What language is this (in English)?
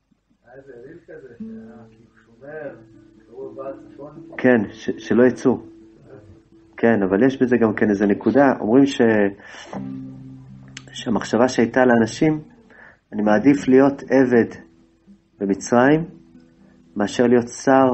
Hebrew